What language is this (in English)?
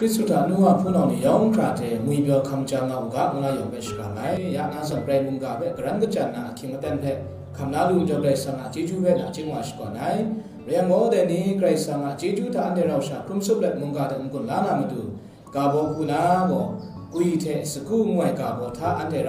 Kachin